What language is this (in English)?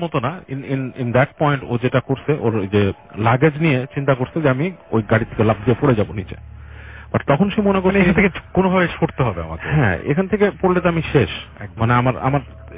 Bangla